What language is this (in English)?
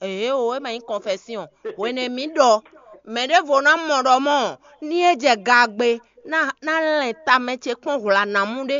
Fon